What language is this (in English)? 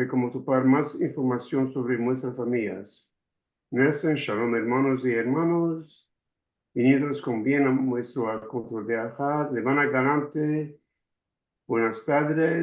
Ladino